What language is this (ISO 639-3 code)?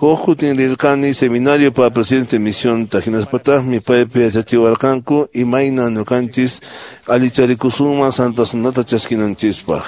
que